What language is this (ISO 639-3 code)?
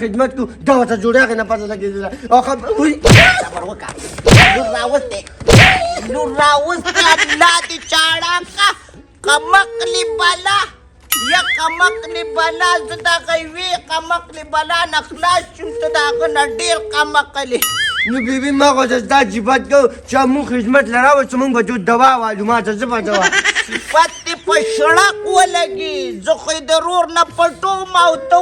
pus